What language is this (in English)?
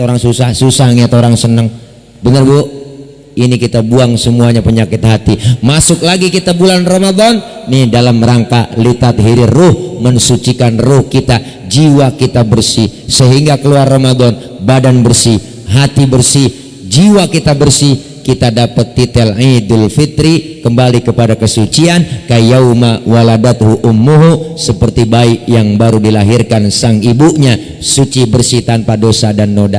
Betawi